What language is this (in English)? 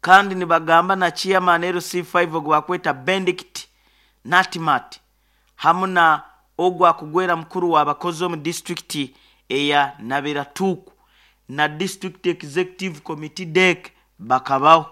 Nyoro